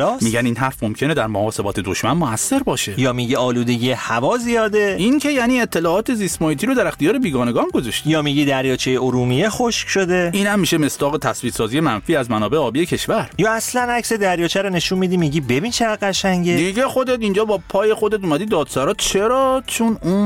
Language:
Persian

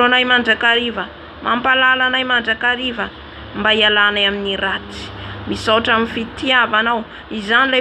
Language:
Malagasy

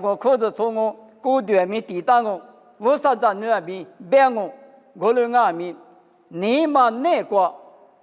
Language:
Lisu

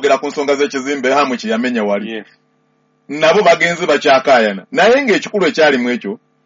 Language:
Ganda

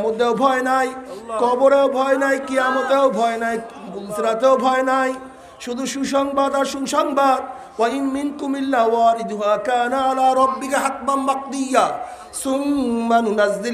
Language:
Bangla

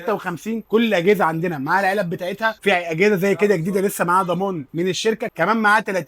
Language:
Egyptian Arabic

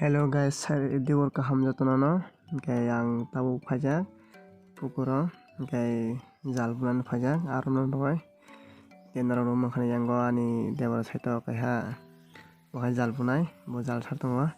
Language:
Kok Borok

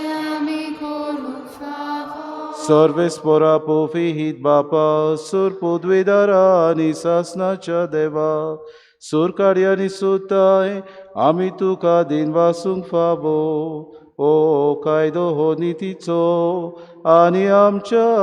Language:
Konkani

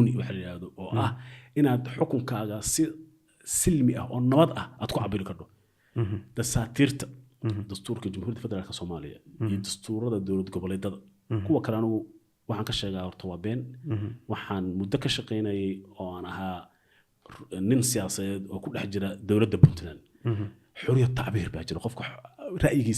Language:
Somali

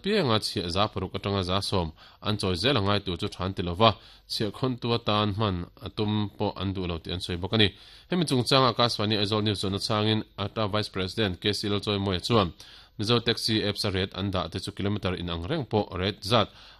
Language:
Mizo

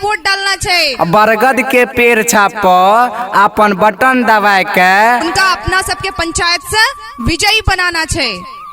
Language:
Maithili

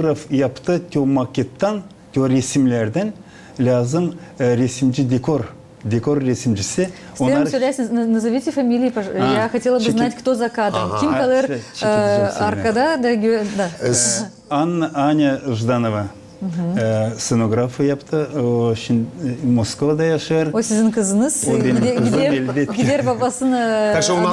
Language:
Gagauz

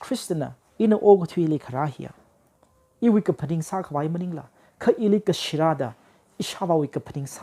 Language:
Tangkhul Naga (India)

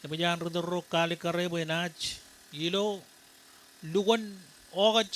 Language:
Marshallese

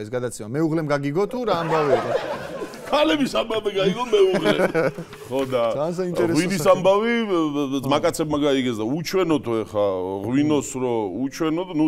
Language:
Georgian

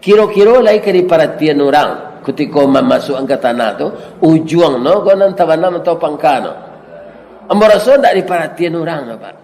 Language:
Minangkabau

